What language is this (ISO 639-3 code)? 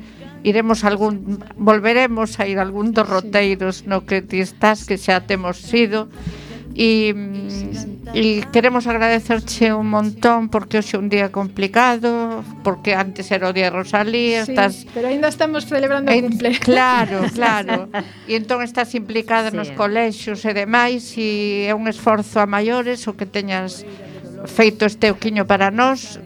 glg